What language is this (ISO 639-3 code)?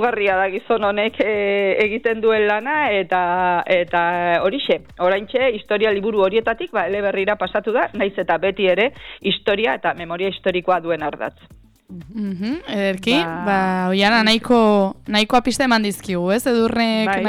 eus